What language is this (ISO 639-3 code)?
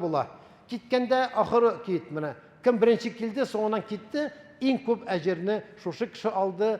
tat